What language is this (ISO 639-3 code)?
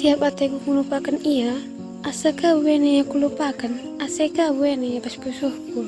btx